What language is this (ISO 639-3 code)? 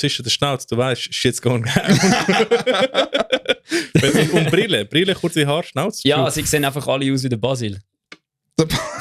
gsw